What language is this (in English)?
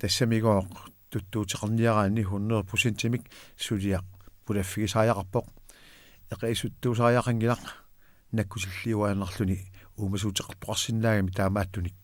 Kalaallisut